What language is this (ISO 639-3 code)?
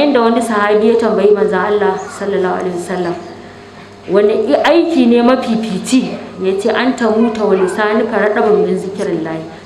hau